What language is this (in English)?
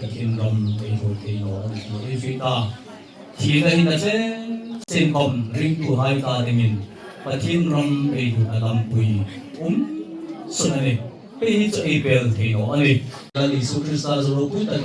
Hmar